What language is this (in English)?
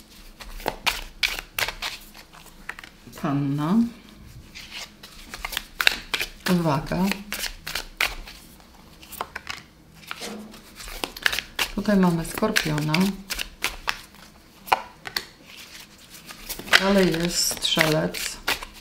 Polish